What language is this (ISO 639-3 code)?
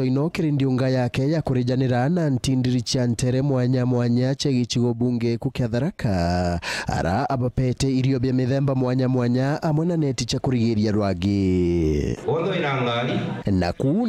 mer